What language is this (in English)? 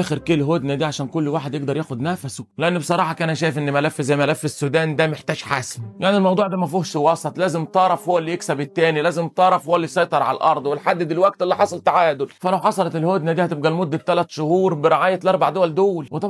Egyptian Arabic